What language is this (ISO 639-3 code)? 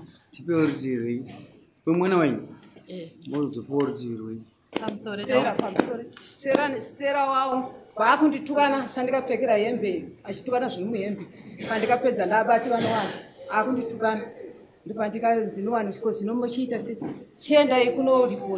sna